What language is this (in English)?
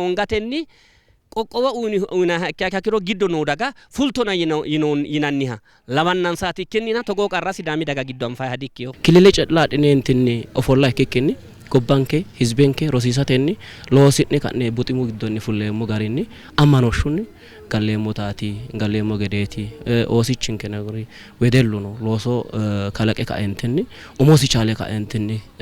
Sidamo